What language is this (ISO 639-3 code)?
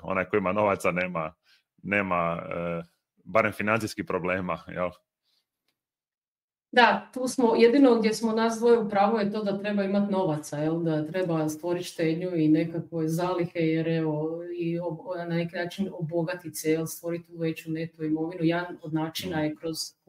hrv